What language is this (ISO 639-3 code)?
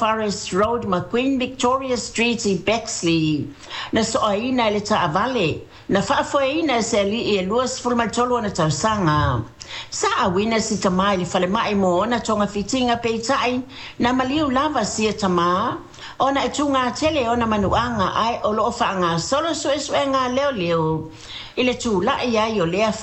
smo